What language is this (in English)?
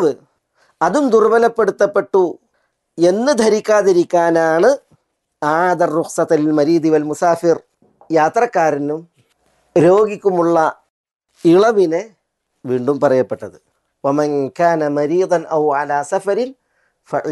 Malayalam